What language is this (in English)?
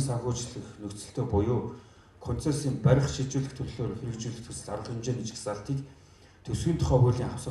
Mongolian